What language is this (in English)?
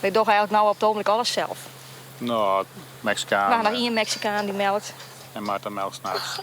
Western Frisian